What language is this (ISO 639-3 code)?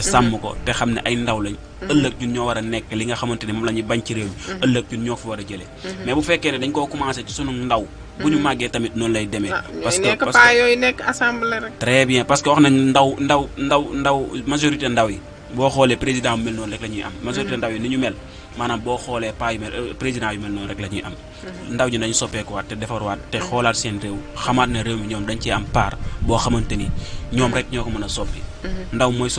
wol